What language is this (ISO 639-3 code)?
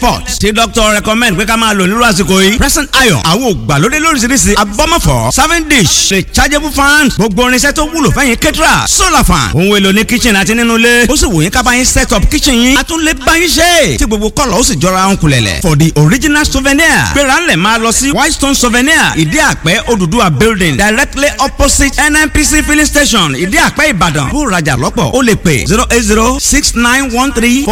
yor